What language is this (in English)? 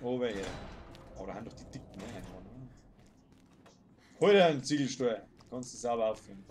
Bavarian